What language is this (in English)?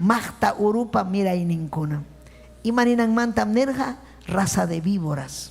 Ayacucho Quechua